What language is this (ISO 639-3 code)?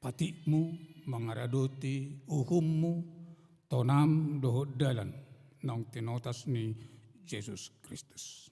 bbc